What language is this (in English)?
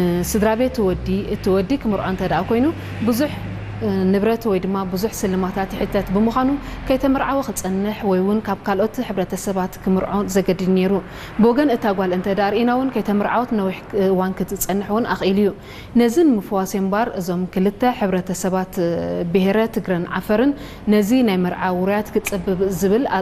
Tigrinya